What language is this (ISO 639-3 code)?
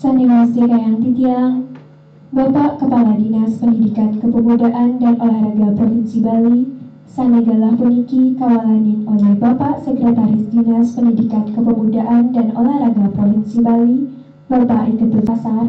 ban